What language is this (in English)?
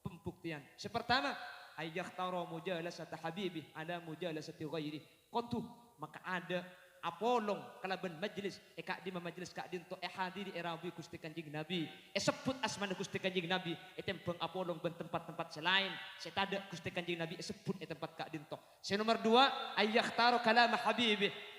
Madurese